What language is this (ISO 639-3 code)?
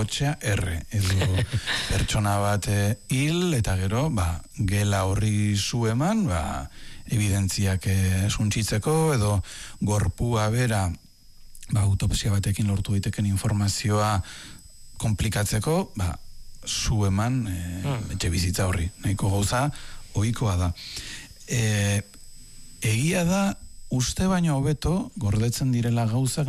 eus